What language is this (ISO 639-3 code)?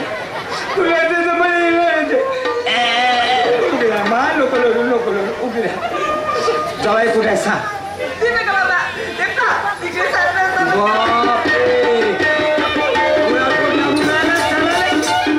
mar